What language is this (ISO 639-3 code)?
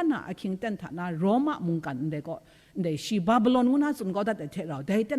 kac